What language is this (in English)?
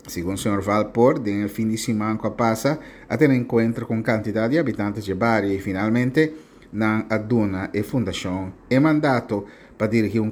Papiamento